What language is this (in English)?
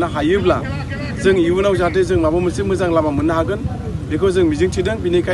Bodo